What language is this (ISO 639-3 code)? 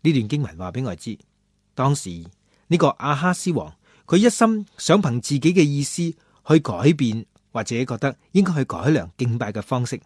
yue